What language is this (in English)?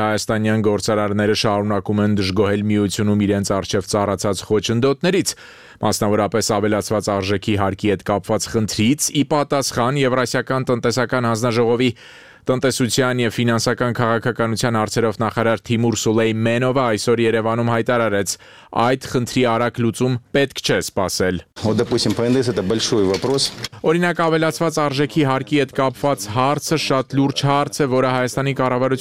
Armenian